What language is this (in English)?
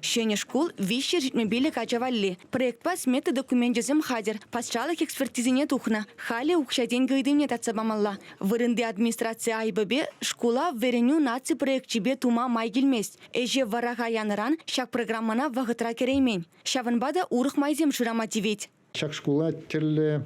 Chuvash